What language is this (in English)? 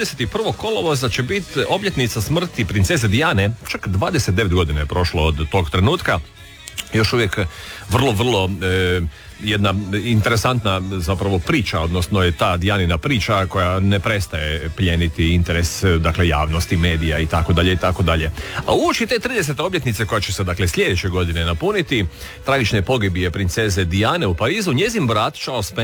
Croatian